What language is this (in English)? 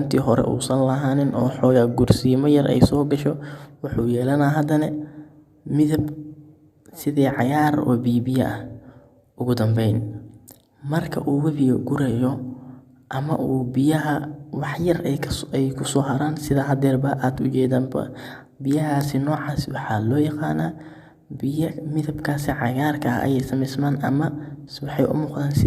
Somali